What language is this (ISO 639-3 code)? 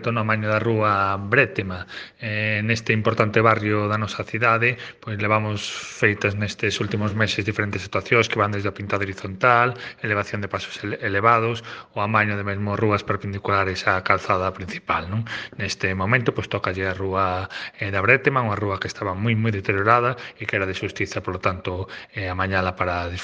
glg